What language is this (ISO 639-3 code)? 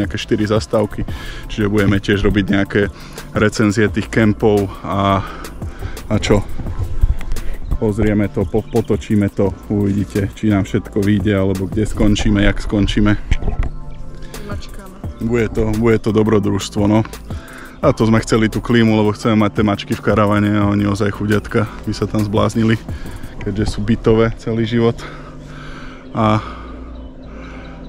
slk